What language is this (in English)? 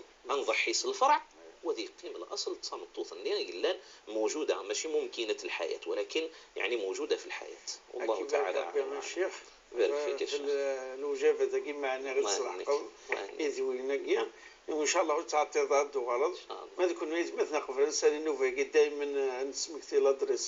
Moroccan Arabic